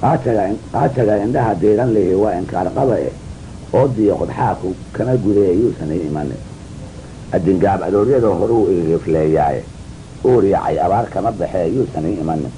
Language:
Somali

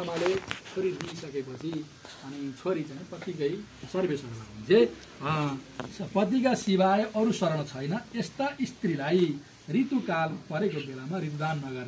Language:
Nepali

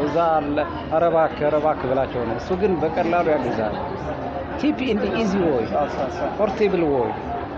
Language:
Amharic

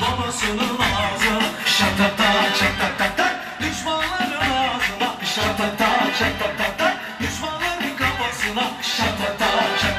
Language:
Turkish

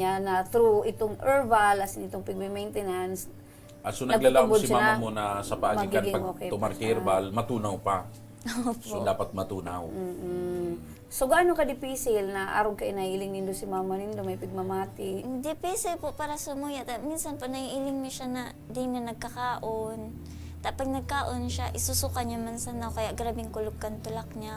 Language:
Bikol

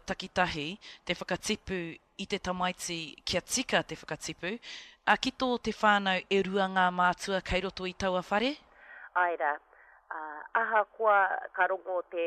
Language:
Māori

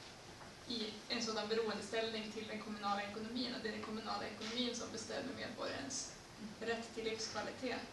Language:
Swedish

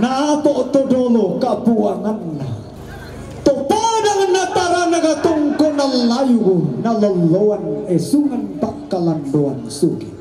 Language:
Toraja-Sa'dan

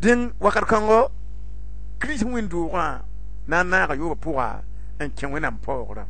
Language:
Mossi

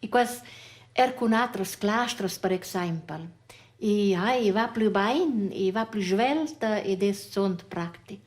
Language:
Romansh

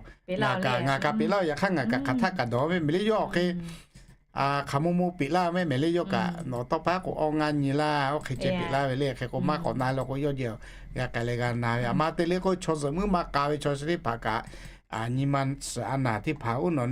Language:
Lahu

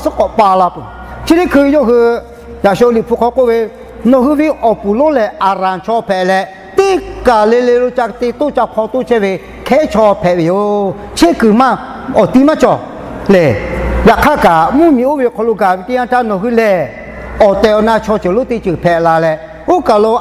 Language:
Lahu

